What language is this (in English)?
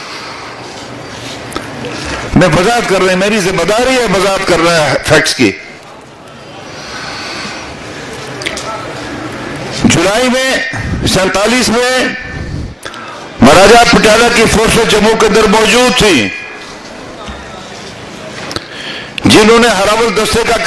Urdu